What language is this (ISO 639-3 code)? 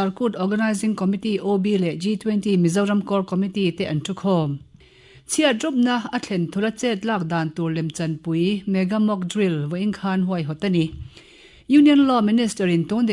lus